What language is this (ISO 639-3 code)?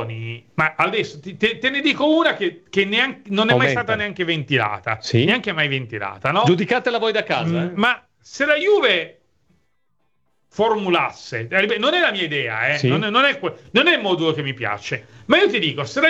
ita